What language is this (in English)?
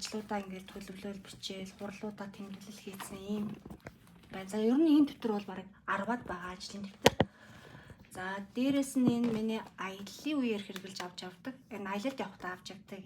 Mongolian